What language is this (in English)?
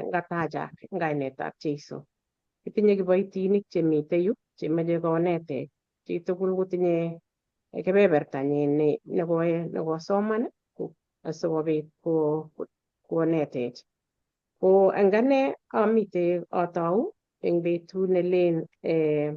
Kalenjin